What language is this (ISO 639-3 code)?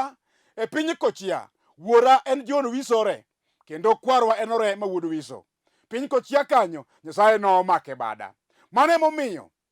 luo